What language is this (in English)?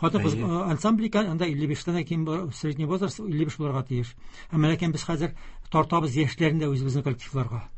Tatar